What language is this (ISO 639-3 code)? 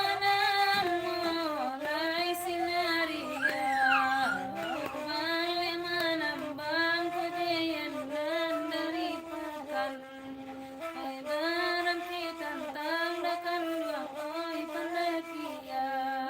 min